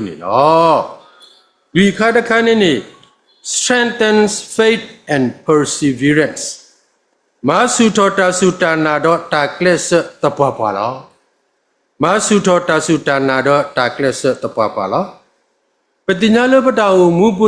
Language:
S'gaw Karen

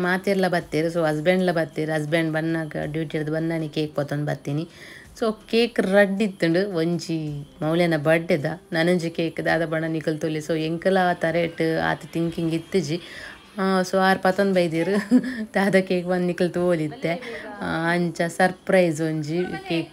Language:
Tulu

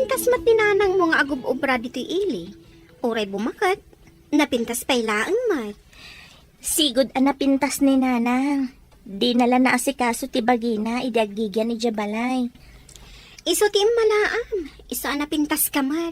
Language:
Iloko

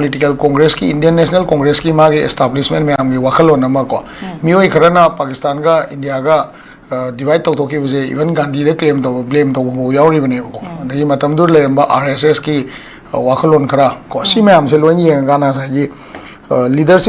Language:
Manipuri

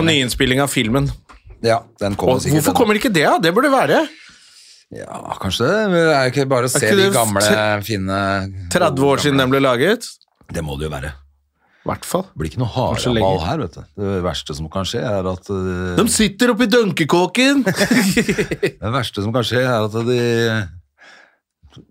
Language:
Norwegian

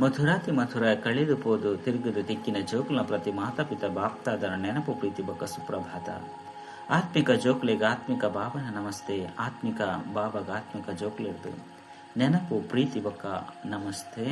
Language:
Tulu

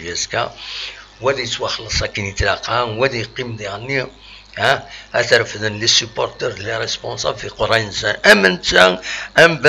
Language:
Kabyle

